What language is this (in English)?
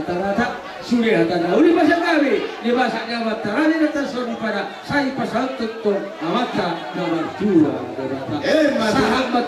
Batak Toba